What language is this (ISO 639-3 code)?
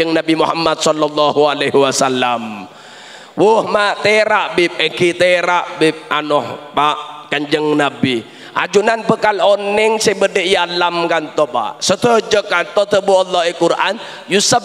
mad